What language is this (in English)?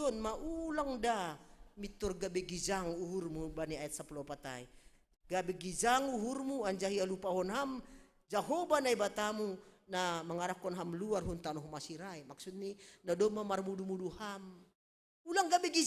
Batak Simalungun